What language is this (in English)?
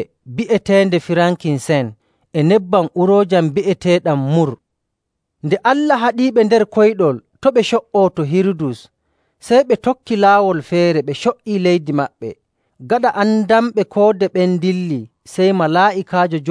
Nigerian Fulfulde